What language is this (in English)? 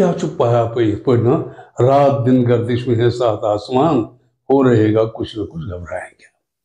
Kashmiri